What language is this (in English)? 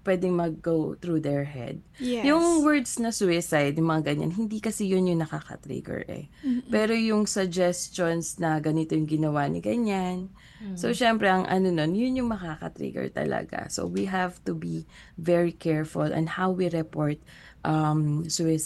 Filipino